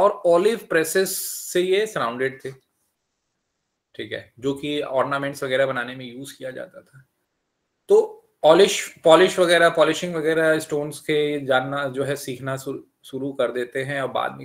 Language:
Hindi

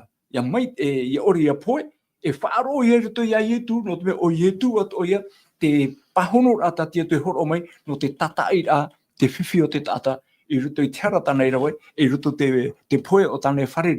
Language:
Tahitian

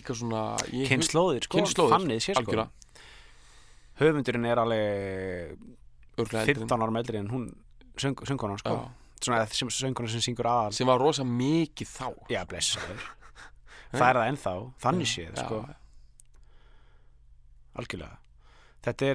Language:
Icelandic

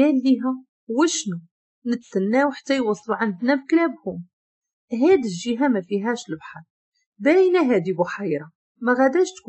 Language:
Moroccan Arabic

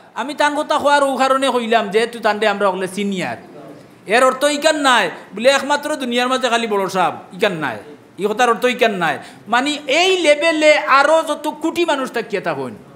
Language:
Sylheti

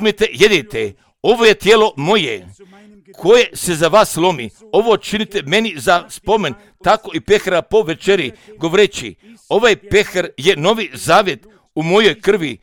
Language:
Croatian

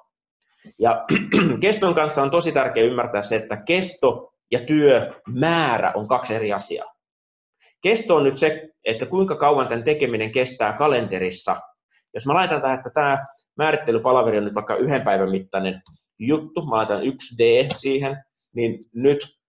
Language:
Finnish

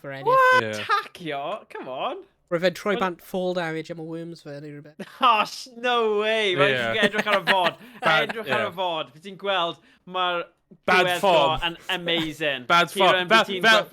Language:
Welsh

